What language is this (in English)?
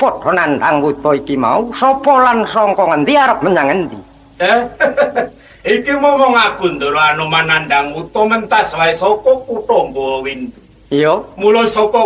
Javanese